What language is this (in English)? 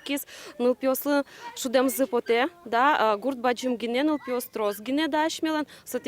Udmurt